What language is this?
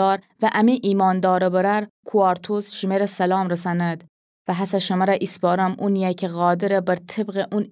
Gilaki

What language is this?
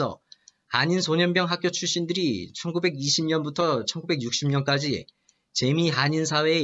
Korean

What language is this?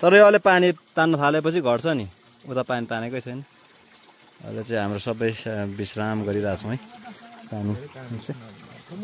Nepali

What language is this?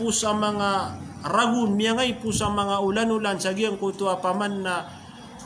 Maranao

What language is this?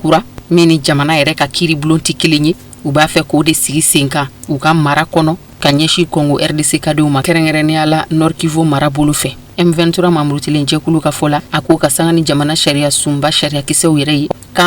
Bambara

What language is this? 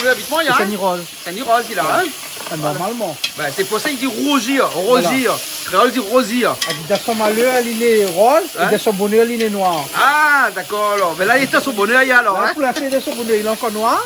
Réunion Creole French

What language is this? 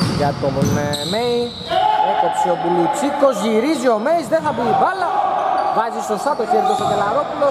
Greek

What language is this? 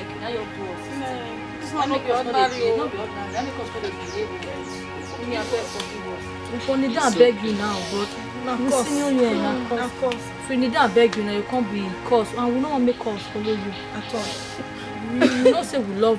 Nigerian Pidgin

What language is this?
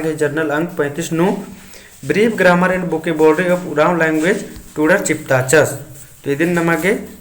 Kurukh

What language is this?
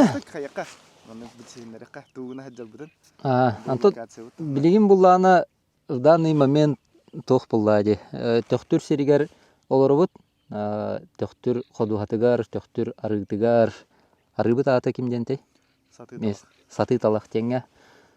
Yakut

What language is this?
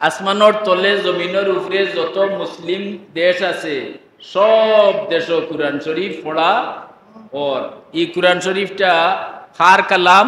Sylheti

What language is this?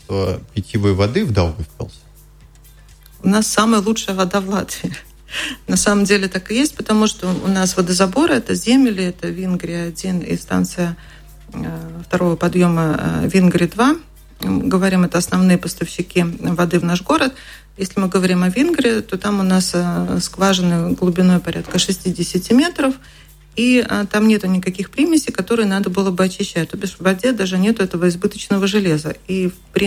Russian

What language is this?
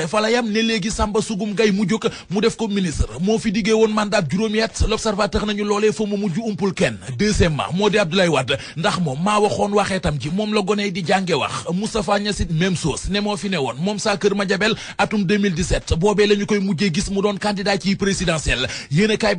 Wolof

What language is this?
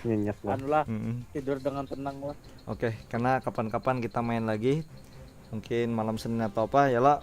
Banjar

